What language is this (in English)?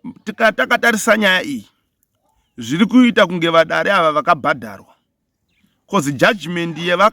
Shona